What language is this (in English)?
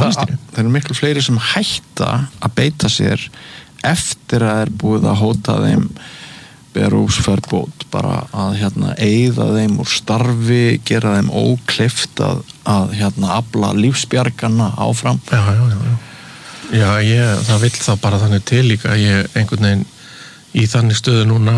Icelandic